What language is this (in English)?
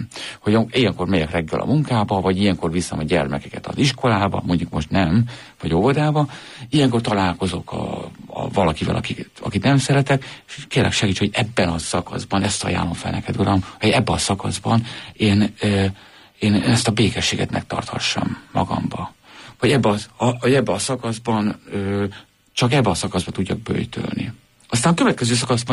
Hungarian